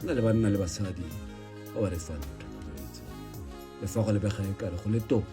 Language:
Tswana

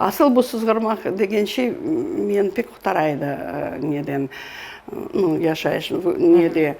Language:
Crimean Tatar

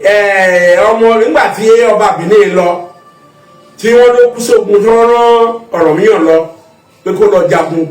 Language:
Yoruba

